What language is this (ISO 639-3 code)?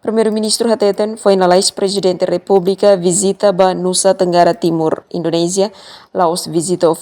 tet